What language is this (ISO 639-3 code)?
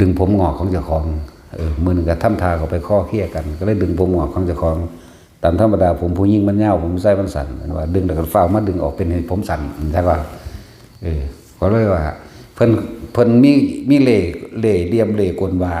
tts